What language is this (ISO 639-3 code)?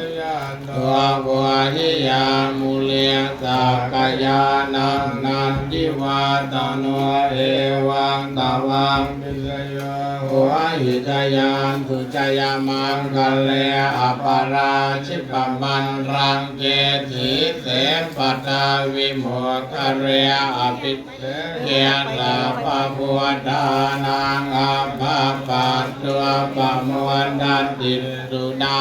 pli